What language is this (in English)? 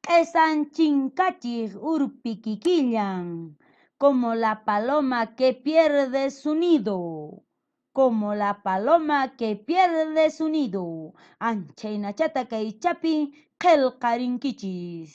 Quechua